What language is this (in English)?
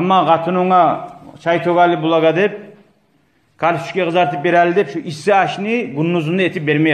Kumyk